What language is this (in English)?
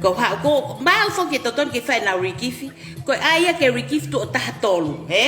Tongan